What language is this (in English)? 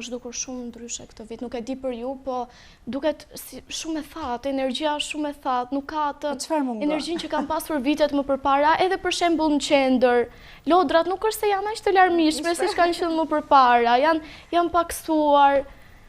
Albanian